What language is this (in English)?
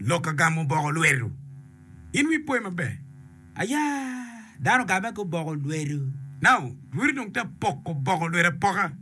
Acoli